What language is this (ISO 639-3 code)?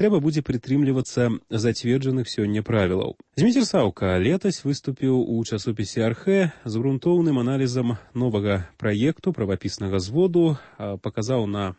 bel